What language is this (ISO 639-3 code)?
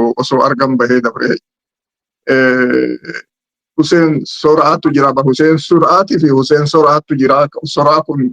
orm